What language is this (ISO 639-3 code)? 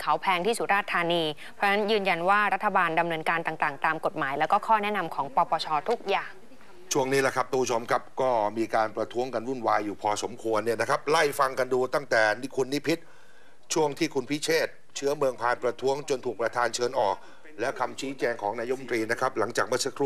tha